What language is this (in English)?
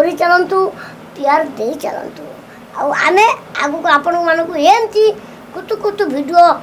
Odia